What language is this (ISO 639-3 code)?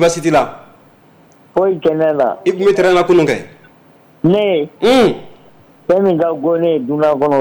bam